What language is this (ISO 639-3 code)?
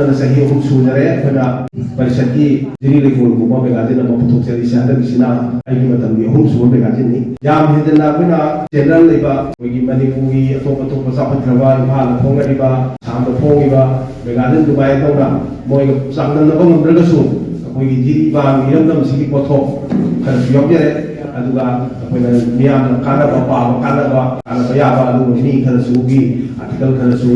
mni